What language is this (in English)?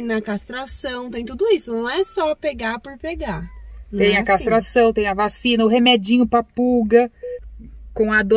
Portuguese